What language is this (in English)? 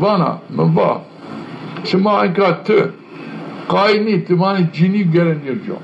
Zaza